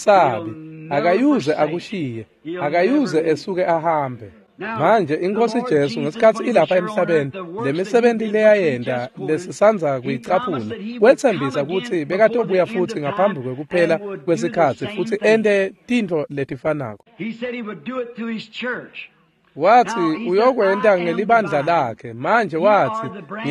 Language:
Swati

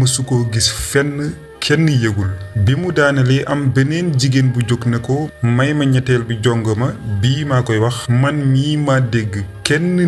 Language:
Wolof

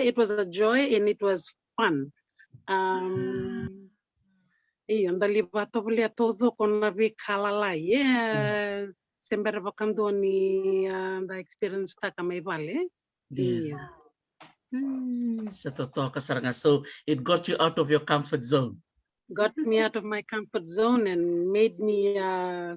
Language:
Fijian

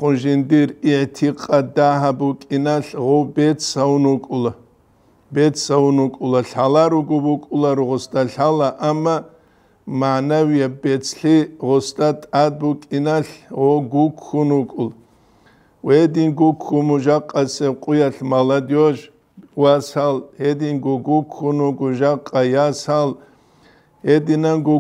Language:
Avaric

